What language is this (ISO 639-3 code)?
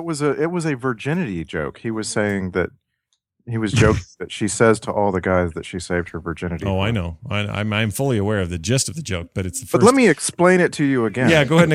eng